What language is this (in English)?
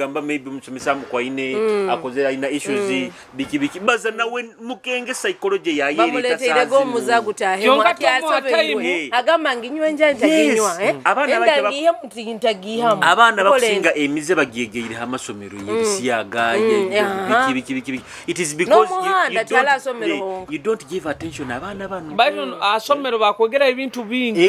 Nyoro